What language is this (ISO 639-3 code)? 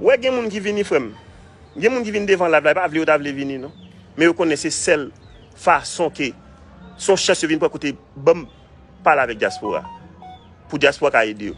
hat